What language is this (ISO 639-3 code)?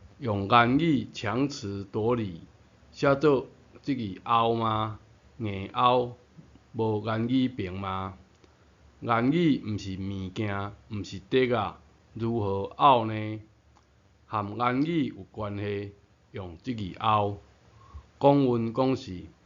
nan